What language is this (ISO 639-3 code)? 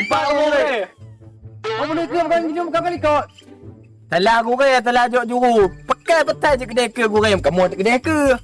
ace